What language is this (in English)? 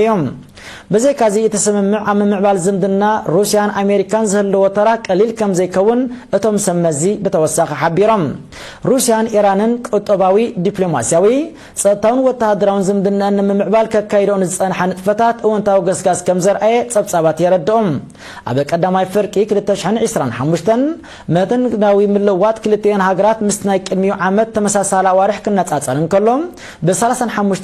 Tigrinya